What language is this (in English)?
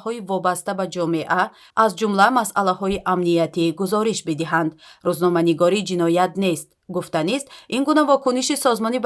Tajik